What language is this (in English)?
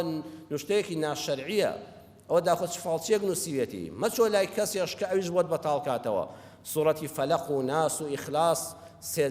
Central Kurdish